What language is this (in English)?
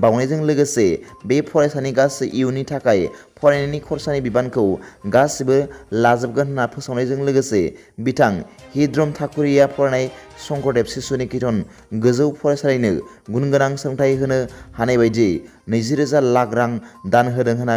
Bodo